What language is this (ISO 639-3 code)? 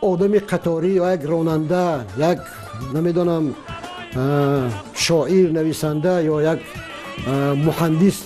tgk